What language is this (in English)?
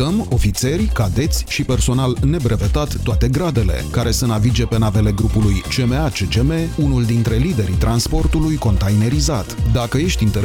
Romanian